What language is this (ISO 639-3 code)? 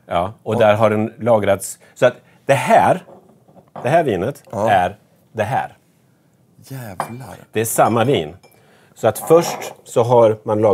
swe